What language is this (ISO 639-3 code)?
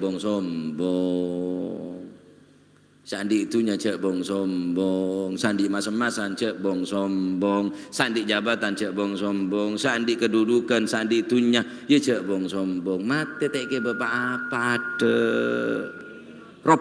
mad